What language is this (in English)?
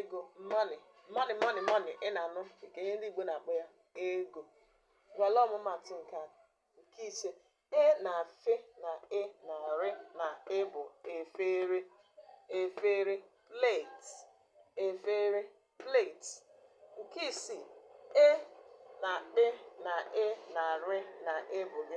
Igbo